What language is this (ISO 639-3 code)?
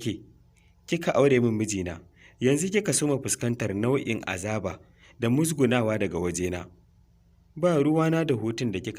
hau